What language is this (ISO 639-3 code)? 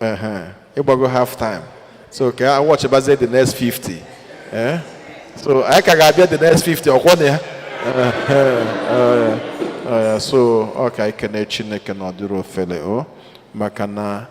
ibo